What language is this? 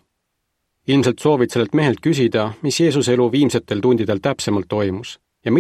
Estonian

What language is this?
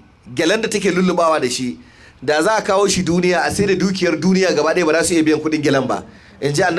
Hausa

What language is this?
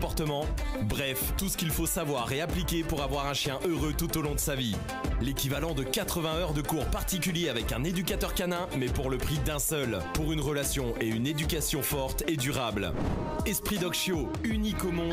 French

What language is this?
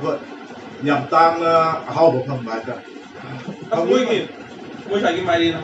Manipuri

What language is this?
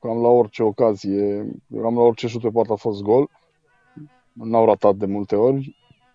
Romanian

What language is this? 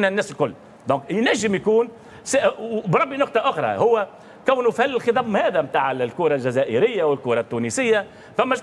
Tunisian Arabic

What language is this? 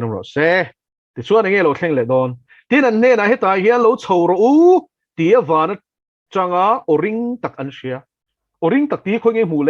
Mizo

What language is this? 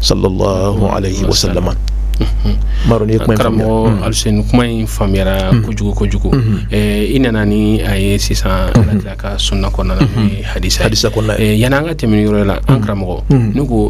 Bambara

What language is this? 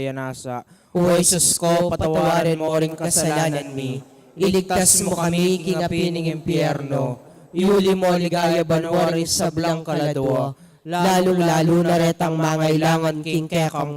Pampanga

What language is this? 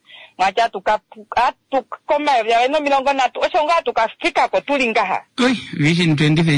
Kuanyama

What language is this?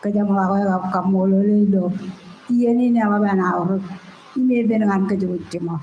Marshallese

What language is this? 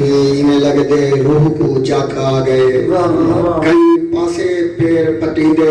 Saraiki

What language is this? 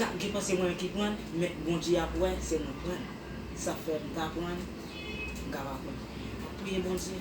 Haitian Creole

